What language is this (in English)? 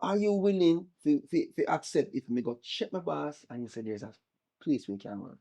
Jamaican Creole English